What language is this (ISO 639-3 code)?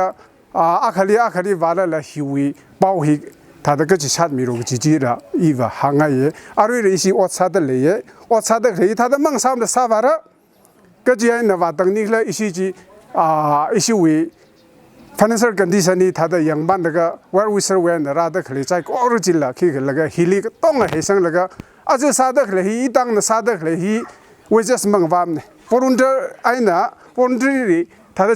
nmf